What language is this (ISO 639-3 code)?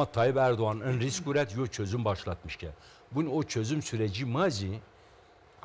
zza